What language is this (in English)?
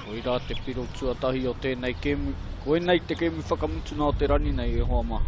Māori